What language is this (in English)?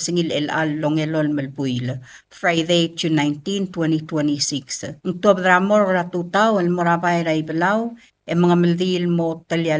Palauan